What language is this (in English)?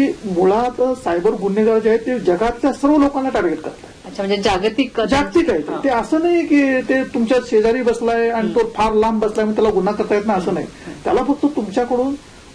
Marathi